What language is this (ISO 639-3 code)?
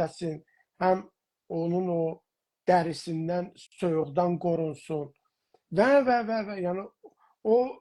azb